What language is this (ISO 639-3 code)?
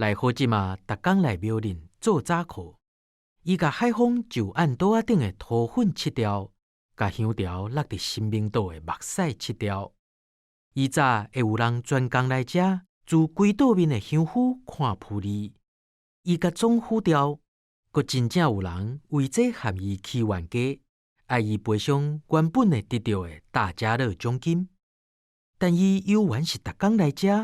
nan